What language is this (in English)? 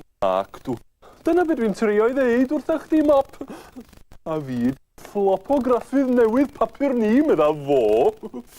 Welsh